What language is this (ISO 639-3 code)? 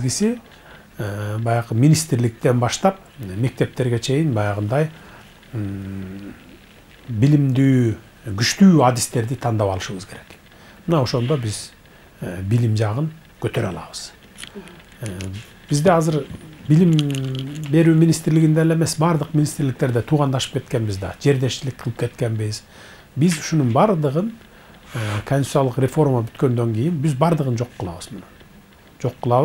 kir